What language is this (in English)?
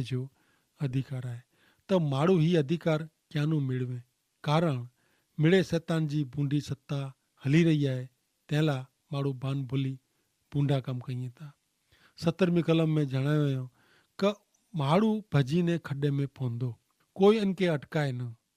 Kachhi